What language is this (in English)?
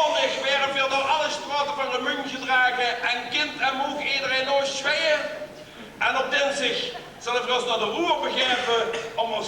Limburgish